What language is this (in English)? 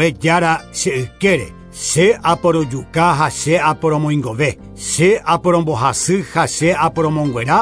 Guarani